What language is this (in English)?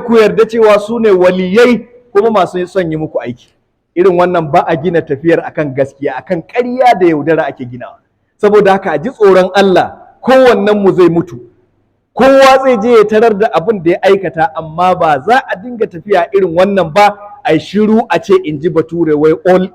Hausa